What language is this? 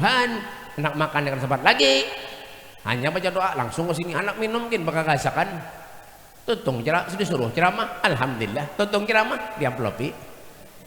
Banjar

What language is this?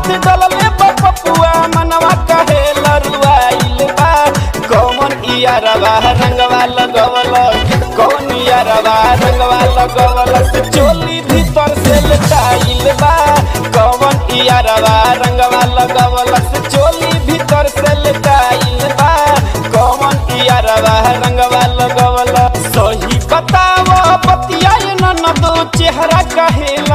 Bhojpuri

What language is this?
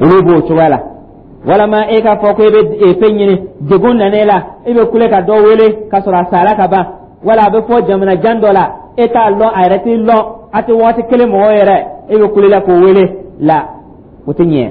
Dyula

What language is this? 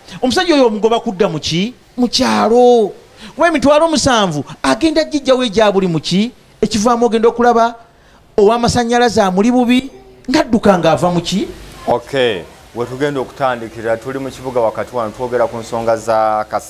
Ganda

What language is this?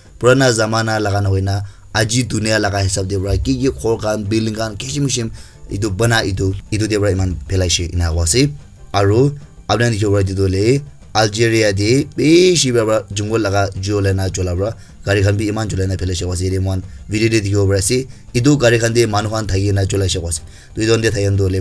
Naga Pidgin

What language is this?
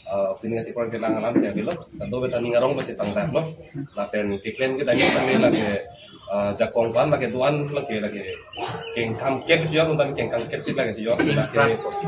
Karbi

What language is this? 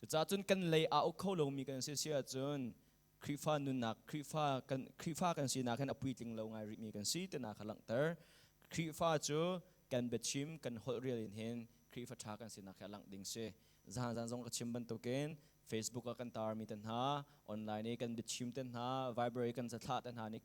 Hakha Chin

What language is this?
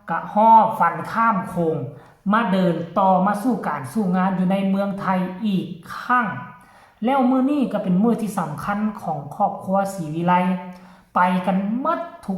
Northeastern Thai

